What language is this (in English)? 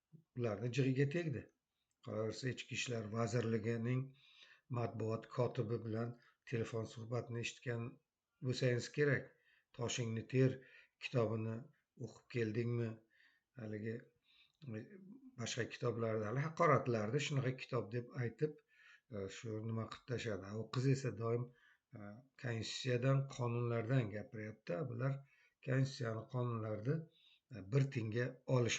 Uzbek